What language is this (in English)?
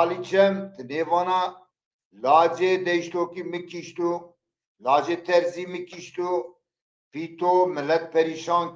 Zaza